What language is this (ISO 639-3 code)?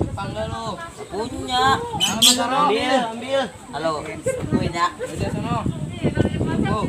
bew